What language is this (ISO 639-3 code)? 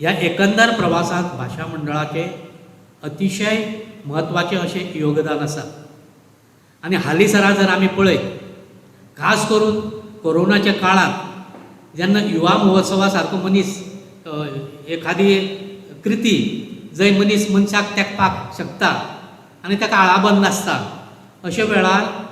kok